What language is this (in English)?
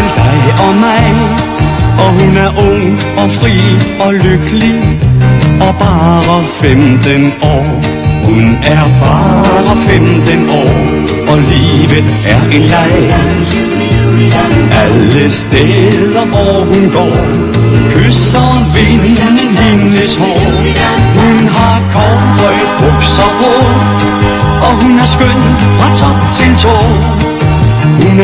Danish